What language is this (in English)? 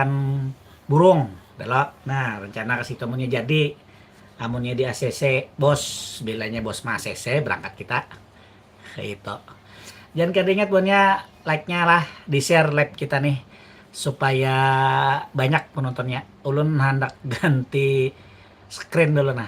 Banjar